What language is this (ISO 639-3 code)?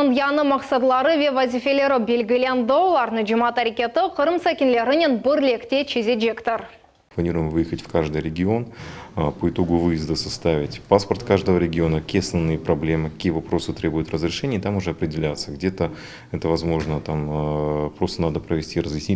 crh